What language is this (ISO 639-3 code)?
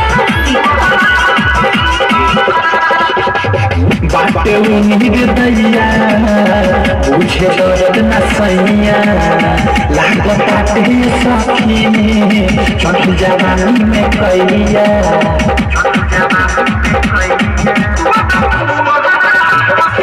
bho